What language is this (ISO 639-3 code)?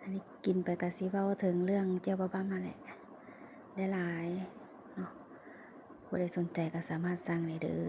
lao